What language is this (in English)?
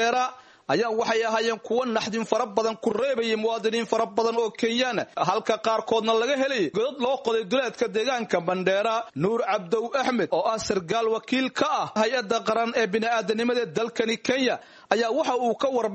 Somali